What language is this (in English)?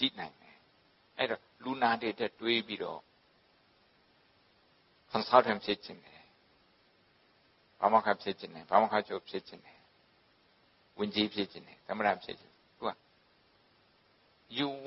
Burmese